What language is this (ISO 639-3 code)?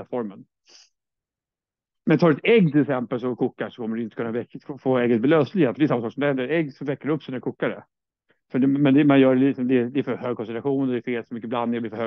swe